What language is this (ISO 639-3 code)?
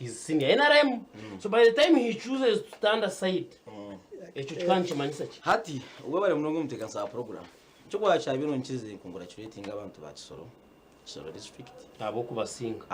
nyn